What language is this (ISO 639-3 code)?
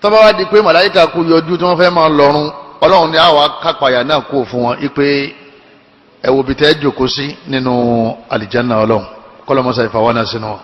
yor